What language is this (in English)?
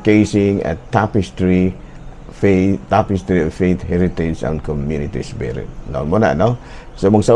Cebuano